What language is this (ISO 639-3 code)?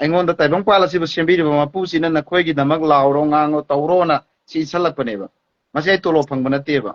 mni